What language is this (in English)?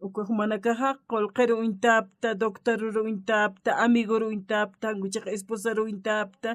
Aymara